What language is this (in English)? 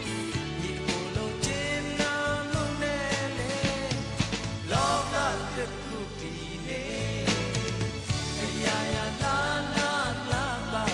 Burmese